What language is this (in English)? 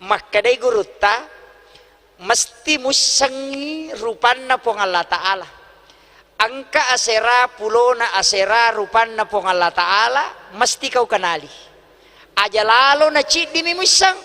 Buginese